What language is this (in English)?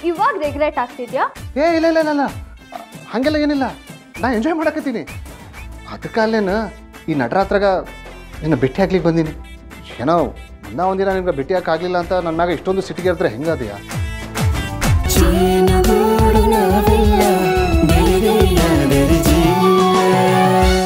Kannada